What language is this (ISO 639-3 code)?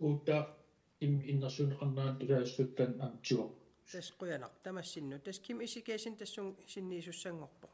kal